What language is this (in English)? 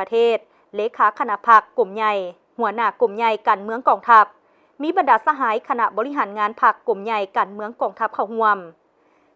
Lao